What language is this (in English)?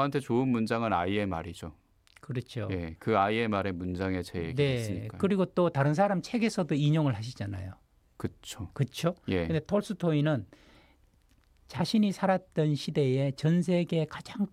Korean